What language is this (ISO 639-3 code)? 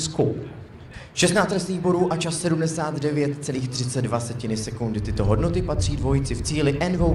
ces